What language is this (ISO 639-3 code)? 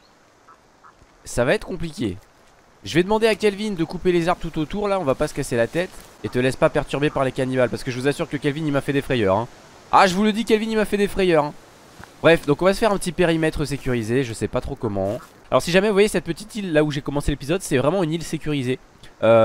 fra